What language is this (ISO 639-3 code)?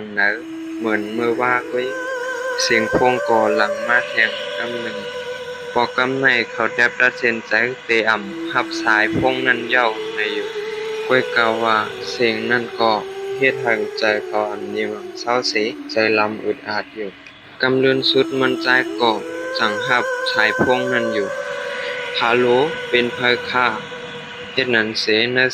shn